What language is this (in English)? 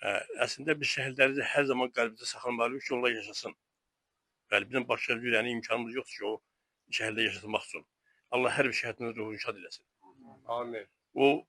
Azerbaijani